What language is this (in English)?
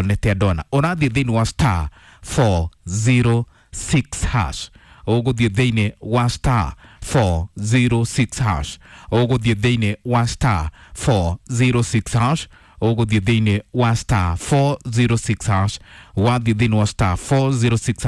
Kikuyu